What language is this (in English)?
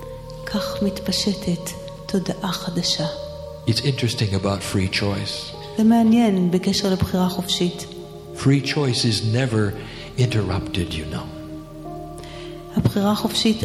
Hebrew